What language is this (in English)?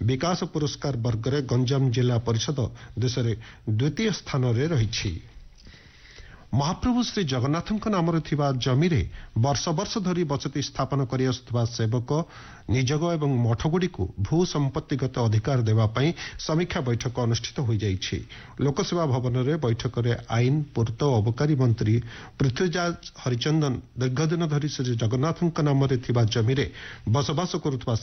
Odia